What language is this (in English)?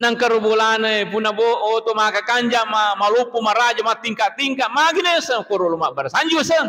Buginese